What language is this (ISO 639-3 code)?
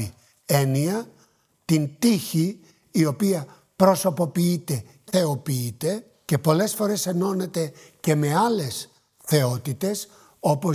ell